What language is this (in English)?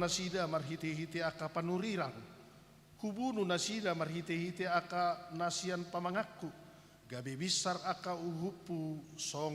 Batak Toba